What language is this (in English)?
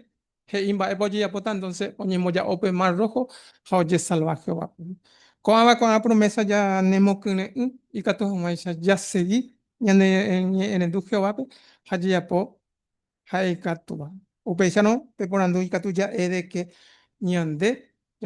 Guarani